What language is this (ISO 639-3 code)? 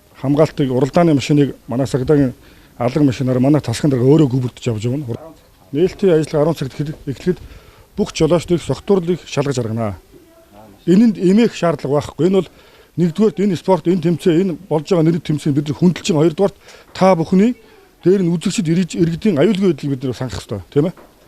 mon